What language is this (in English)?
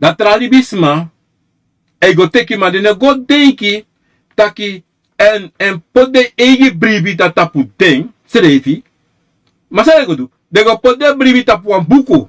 Sranan Tongo